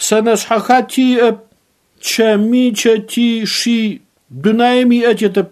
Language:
Adyghe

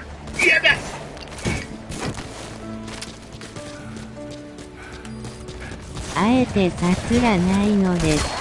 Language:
Japanese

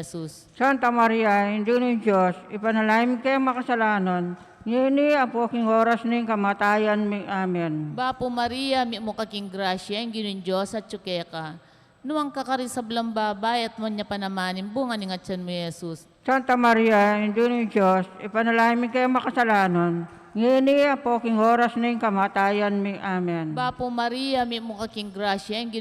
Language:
Pampanga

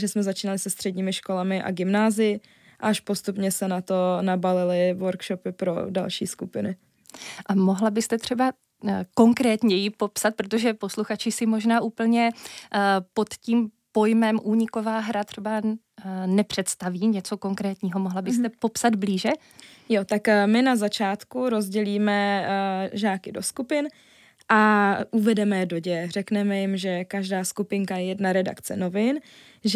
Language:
Czech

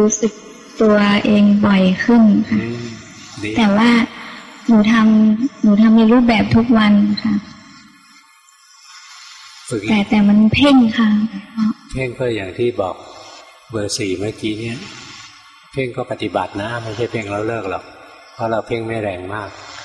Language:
Thai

